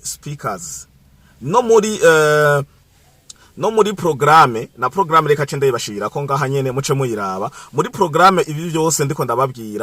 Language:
Rundi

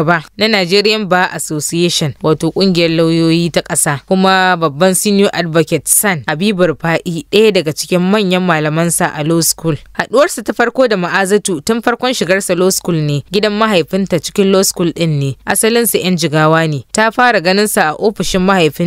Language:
Hausa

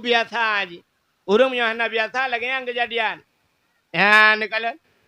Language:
Achinese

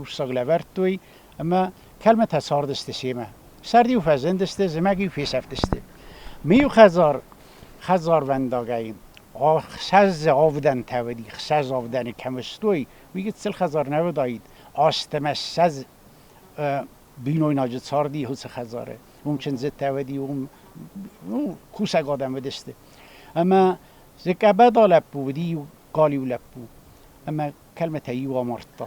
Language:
Ossetic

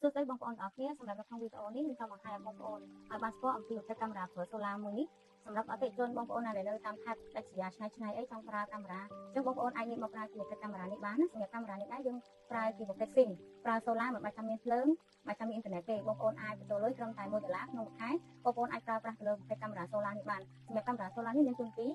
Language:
Khmer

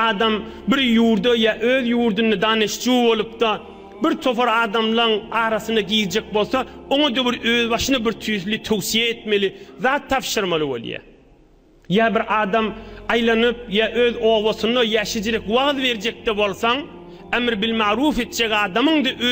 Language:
Turkmen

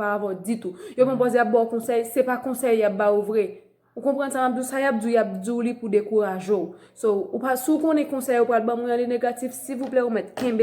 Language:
Haitian Creole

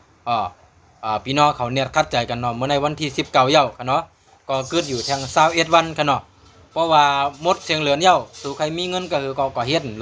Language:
Shan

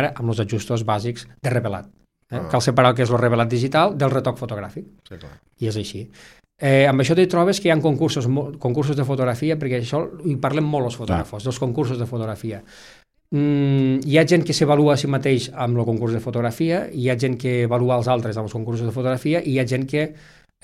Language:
Catalan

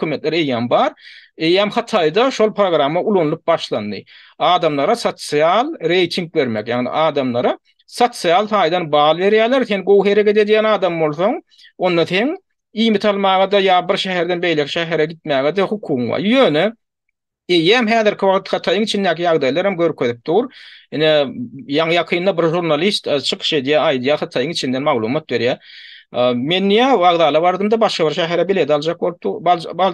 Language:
Turkmen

